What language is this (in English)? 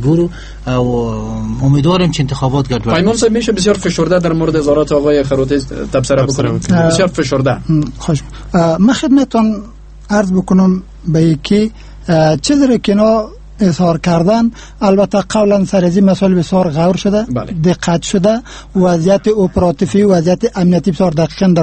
Persian